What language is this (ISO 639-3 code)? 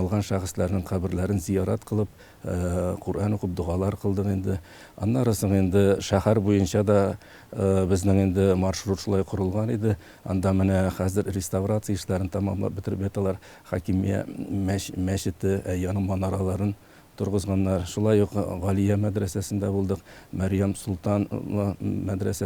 tat